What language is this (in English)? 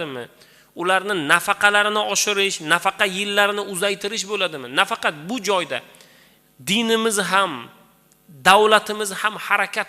Uzbek